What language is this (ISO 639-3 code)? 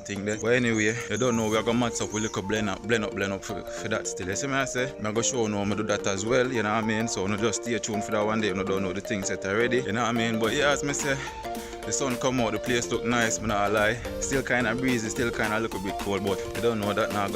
jam